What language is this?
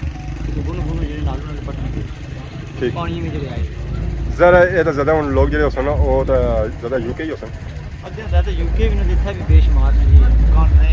Pahari-Potwari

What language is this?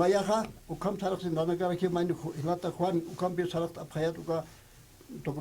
Aymara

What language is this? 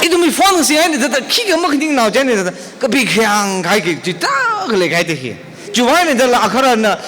Tangkhul Naga (India)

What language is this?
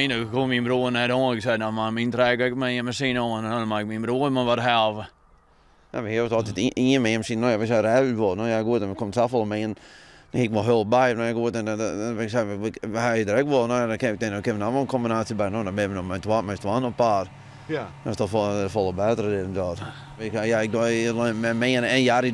Western Frisian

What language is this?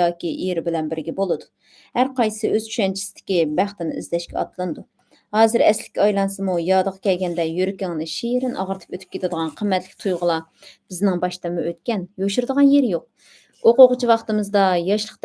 Uyghur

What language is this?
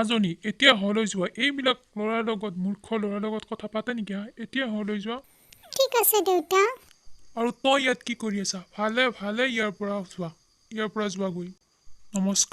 Assamese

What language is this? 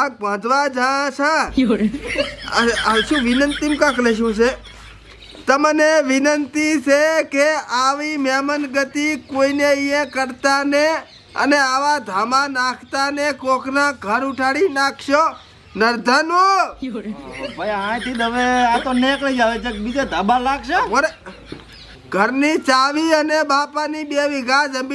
Gujarati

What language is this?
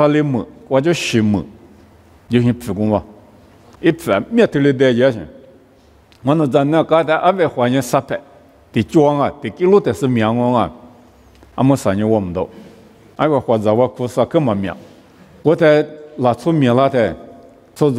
Lisu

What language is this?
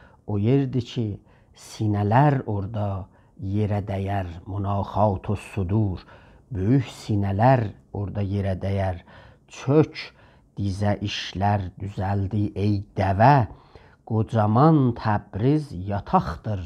South Azerbaijani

